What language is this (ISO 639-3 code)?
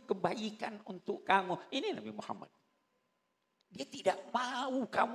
ind